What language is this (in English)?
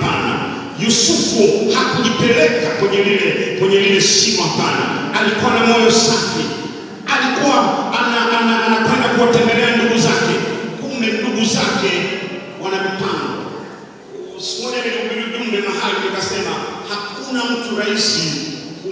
Swahili